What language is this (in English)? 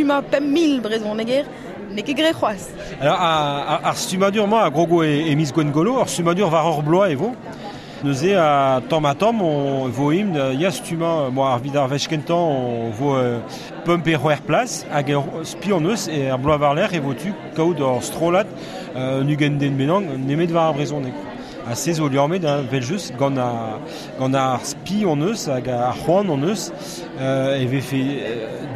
Breton